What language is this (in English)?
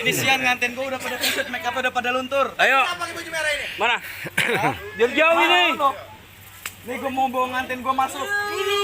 Betawi